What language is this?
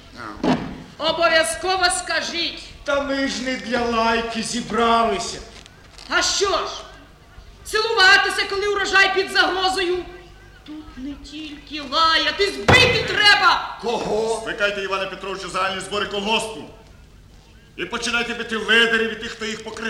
Ukrainian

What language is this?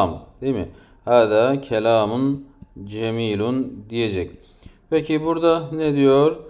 Turkish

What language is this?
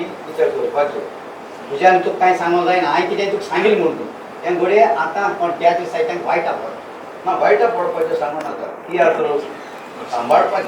Konkani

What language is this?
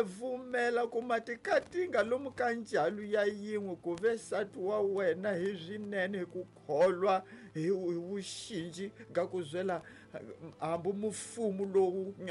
Tsonga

